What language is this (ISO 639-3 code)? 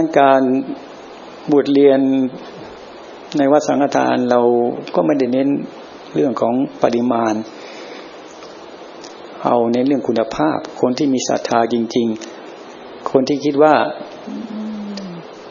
tha